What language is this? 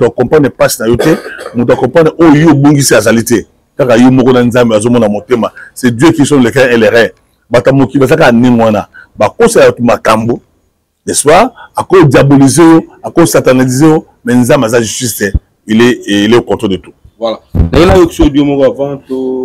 Lingala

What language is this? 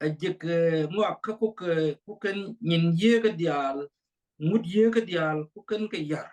Nuer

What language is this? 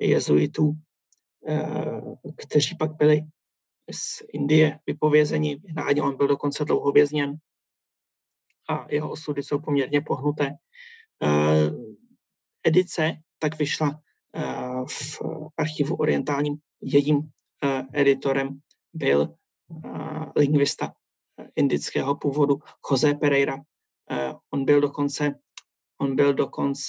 Czech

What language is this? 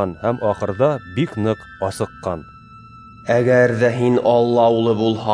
Bashkir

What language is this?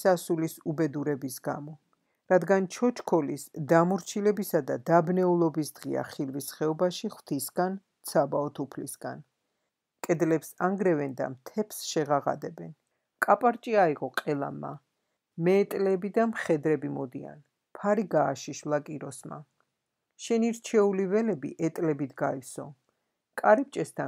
Georgian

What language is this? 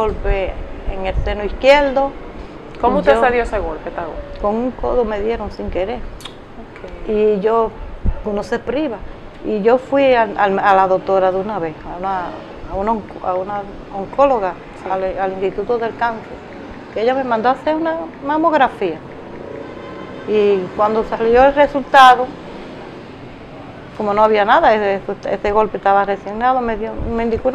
Spanish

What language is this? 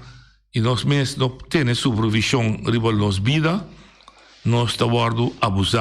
Papiamento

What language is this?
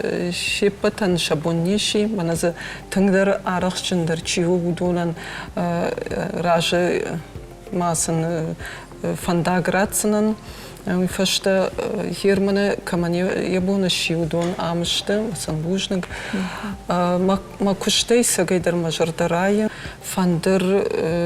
Ossetic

